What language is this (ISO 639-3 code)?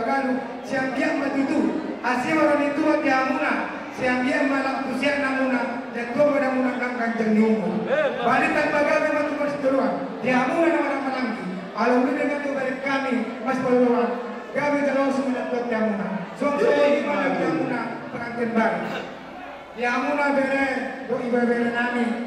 bbc